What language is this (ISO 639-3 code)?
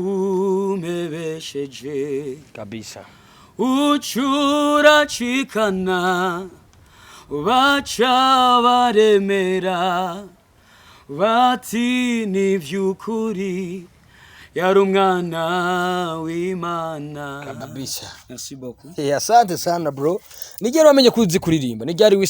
run